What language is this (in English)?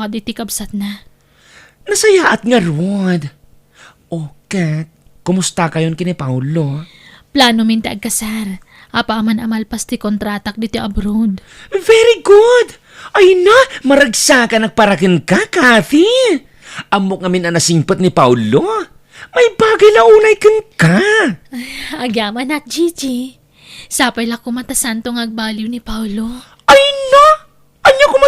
Iloko